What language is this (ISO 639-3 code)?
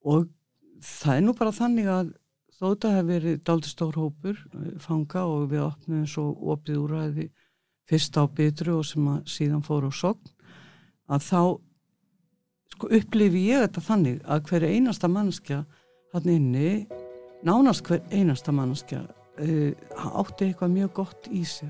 isl